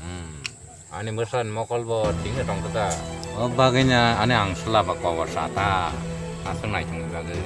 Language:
Kok Borok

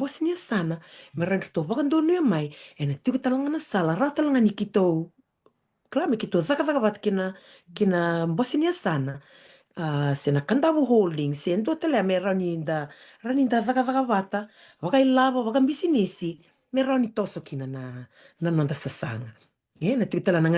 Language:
Fijian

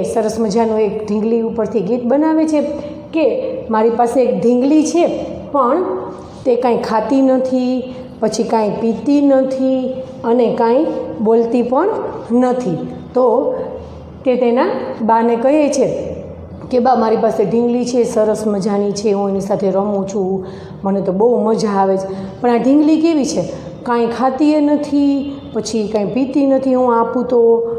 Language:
Gujarati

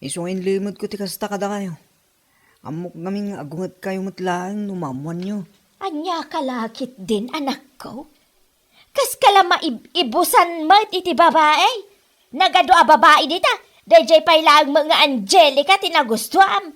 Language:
Iloko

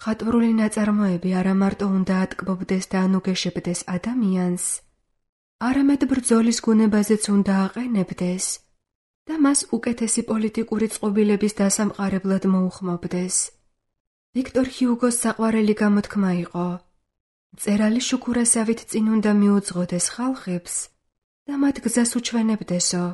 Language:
Georgian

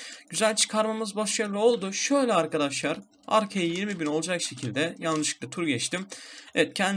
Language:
Turkish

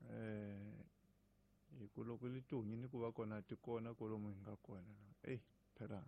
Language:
Tsonga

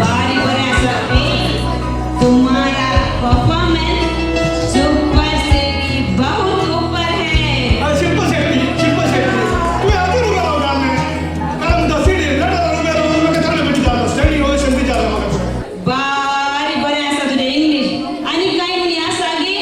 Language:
Konkani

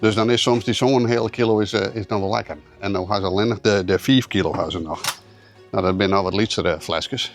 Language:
Western Frisian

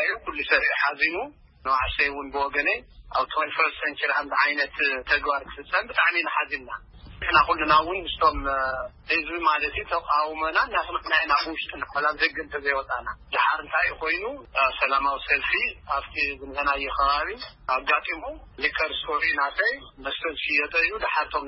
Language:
Tigrinya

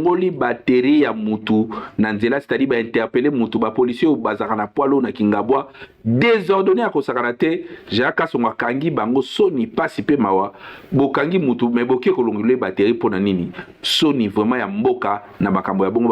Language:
Lingala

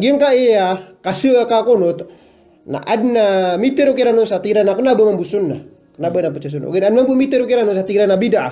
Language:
Maranao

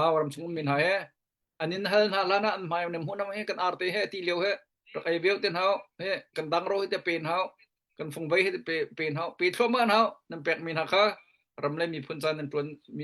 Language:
Hakha Chin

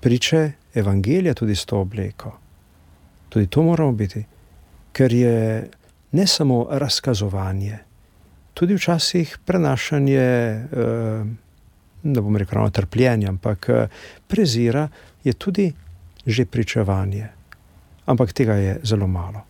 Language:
Slovenian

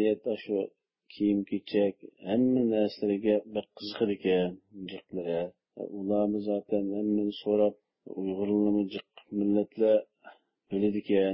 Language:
Uyghur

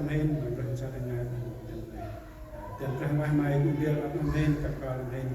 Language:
Central Mnong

